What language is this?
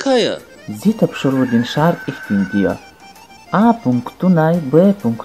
Lezghian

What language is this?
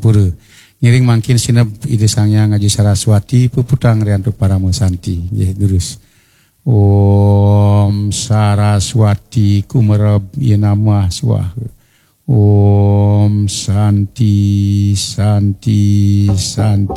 Balinese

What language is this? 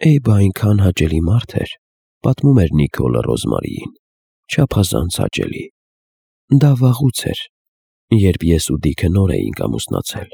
Armenian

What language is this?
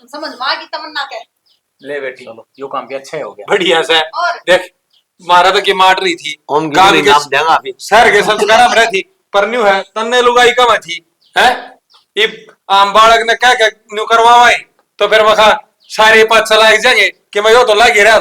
Haryanvi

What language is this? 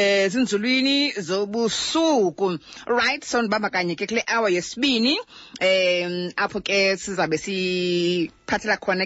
Xhosa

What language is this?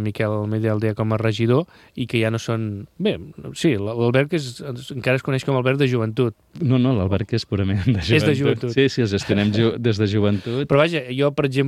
Catalan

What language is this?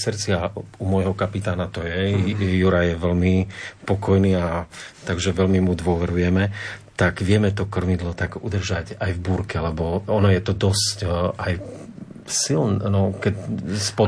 Slovak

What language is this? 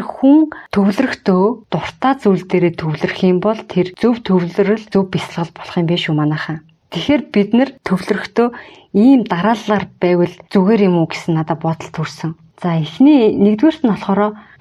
Mongolian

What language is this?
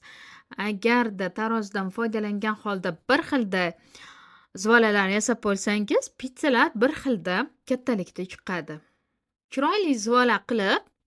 Uzbek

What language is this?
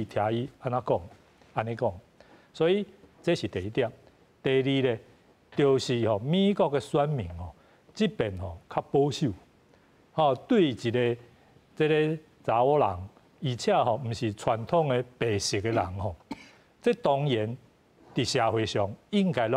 Min Nan Chinese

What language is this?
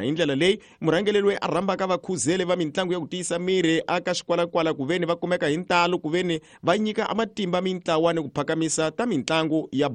Tsonga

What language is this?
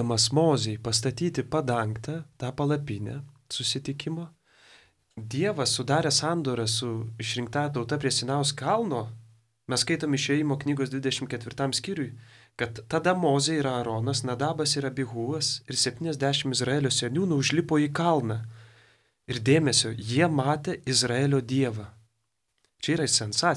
Lithuanian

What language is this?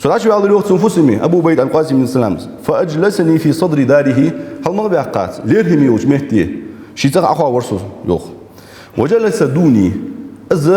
Ingush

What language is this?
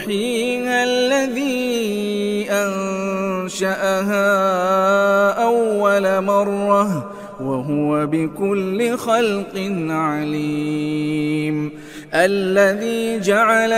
Arabic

